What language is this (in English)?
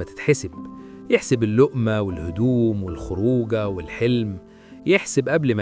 Egyptian Arabic